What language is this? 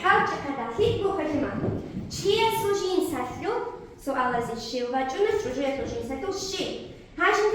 Avaric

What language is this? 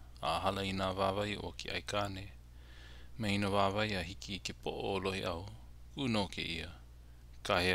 Hawaiian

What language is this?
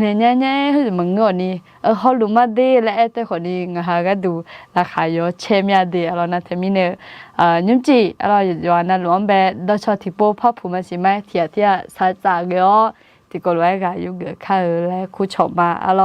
Akha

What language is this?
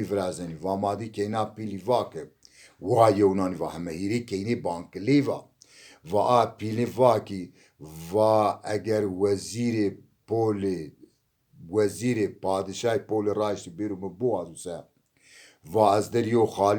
Zaza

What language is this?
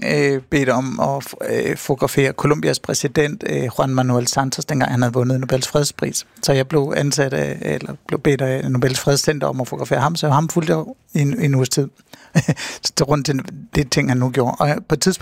Danish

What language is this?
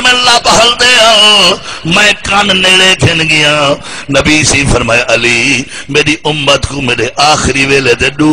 Saraiki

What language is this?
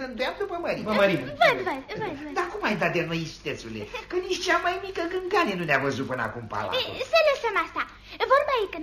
Romanian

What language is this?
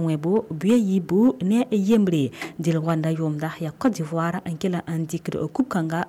Mossi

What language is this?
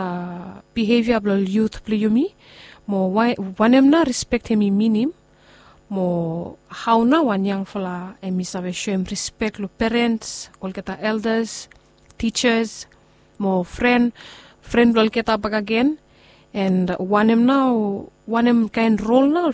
Bislama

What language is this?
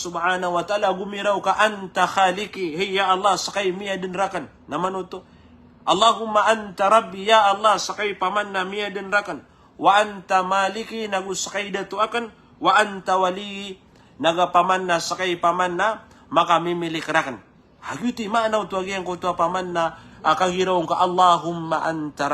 Maranao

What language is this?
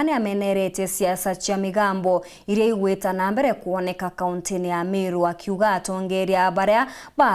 Meru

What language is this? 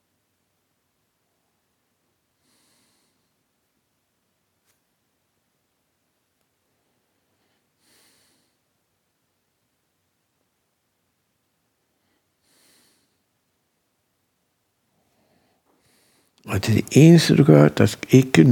Danish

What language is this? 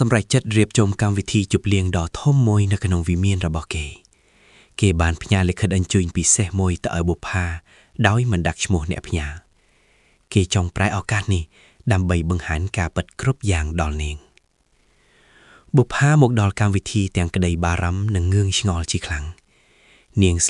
Khmer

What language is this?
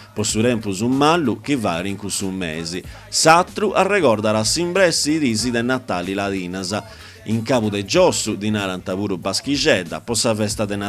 Sardinian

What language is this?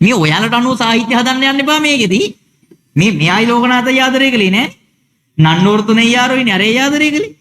Sinhala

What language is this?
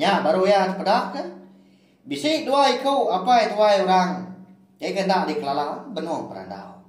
Iban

